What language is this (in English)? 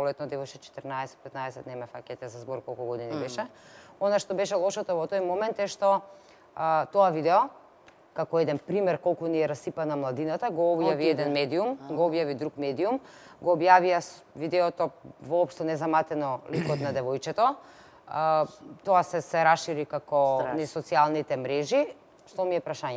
Macedonian